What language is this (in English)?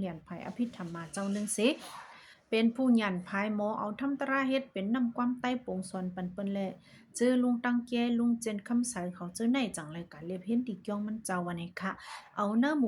Shan